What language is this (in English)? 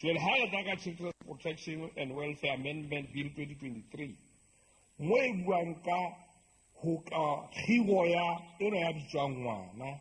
Southern Sotho